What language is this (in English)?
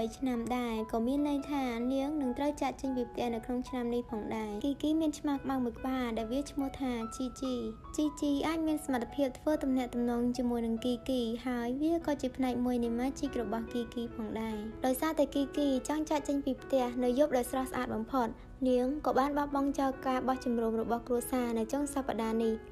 Khmer